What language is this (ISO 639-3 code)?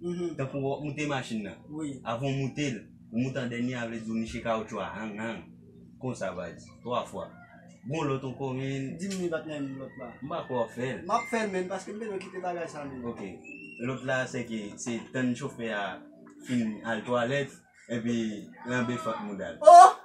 hat